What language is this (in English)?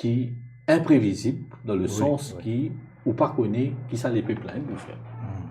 Morisyen